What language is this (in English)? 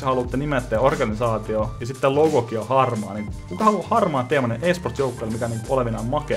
Finnish